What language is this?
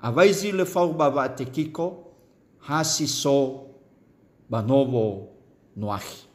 Nias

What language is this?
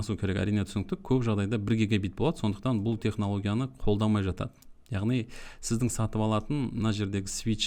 Kazakh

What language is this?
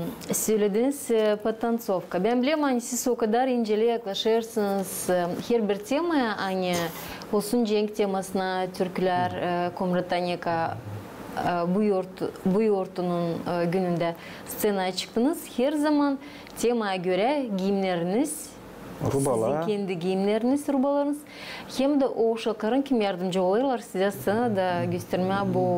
Gagauz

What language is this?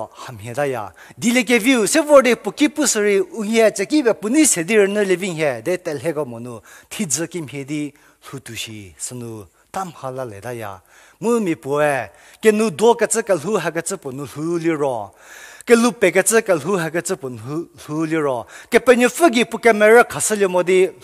Angami Naga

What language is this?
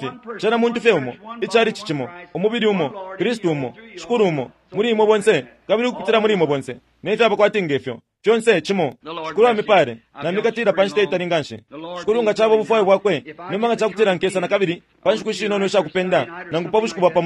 Bemba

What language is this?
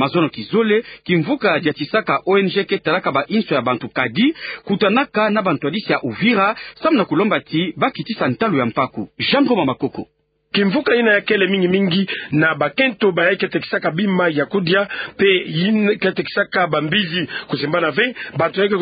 Kituba (Democratic Republic of Congo)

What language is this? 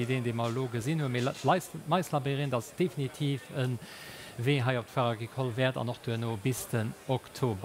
Luxembourgish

